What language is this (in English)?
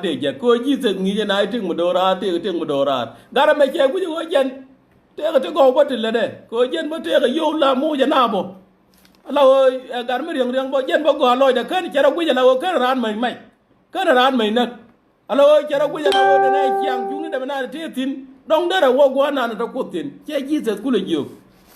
Nuer